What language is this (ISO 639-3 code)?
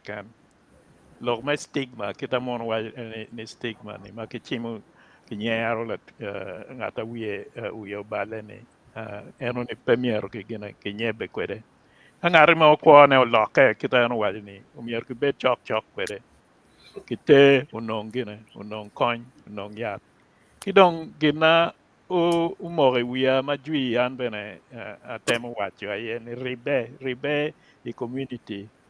ach